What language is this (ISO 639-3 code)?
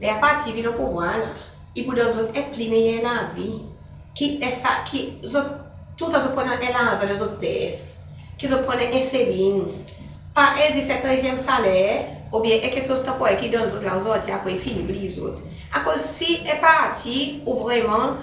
crs